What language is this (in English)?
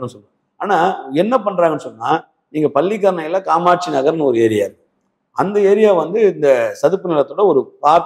Tamil